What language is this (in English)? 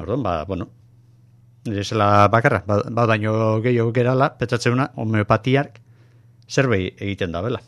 Basque